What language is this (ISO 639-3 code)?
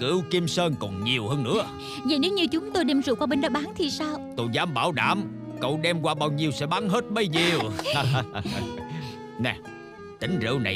vie